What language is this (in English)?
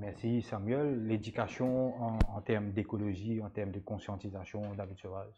Morisyen